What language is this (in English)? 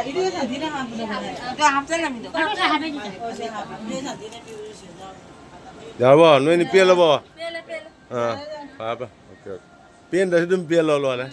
Manipuri